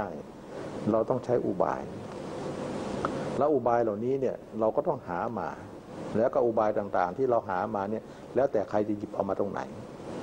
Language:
Thai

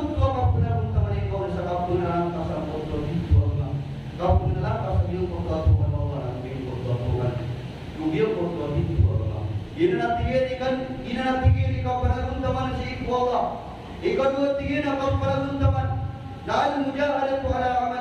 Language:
Maranao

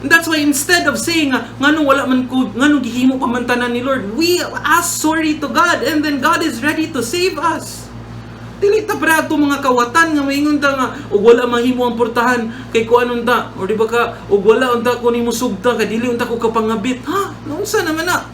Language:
Cebuano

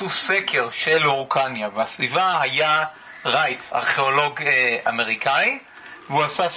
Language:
Hebrew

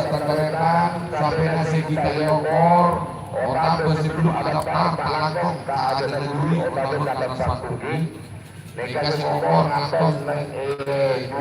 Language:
Madurese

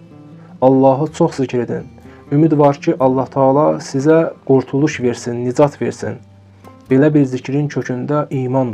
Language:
Azerbaijani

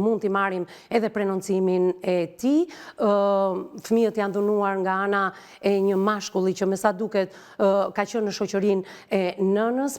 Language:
Albanian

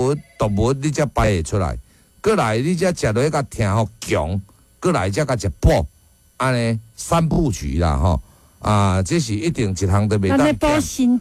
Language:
Min Nan Chinese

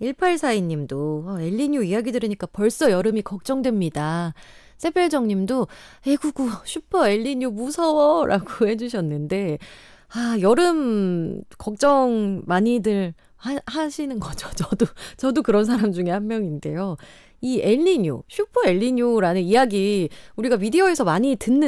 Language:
Korean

